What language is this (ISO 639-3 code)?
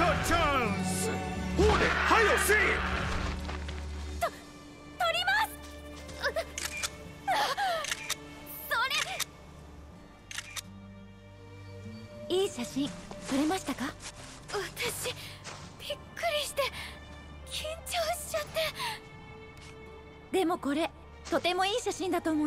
jpn